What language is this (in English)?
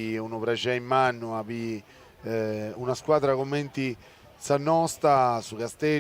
Sardinian